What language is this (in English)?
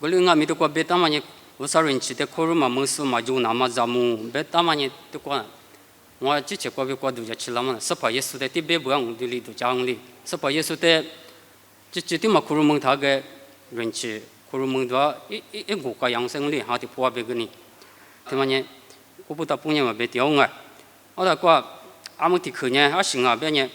Lisu